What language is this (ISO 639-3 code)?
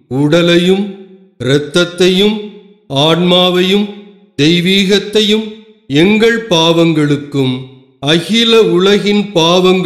tam